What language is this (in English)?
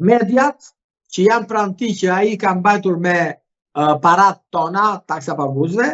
Albanian